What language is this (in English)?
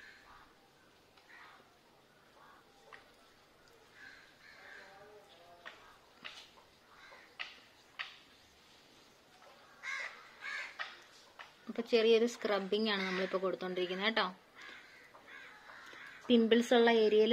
Malayalam